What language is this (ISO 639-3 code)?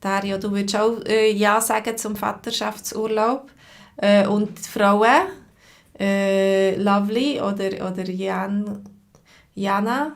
gsw